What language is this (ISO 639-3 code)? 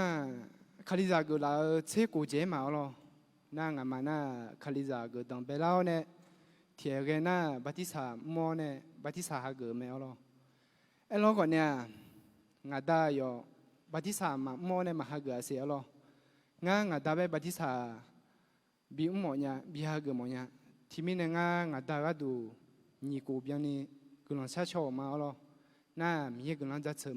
ahk